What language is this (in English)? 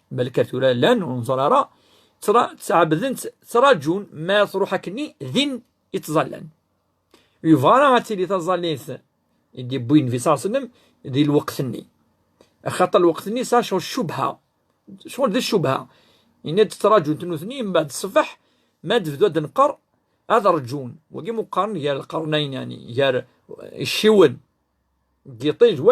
Kabyle